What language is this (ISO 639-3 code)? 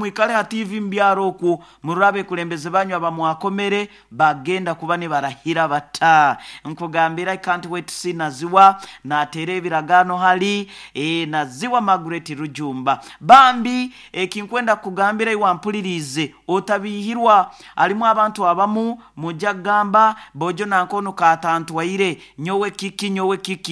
nyo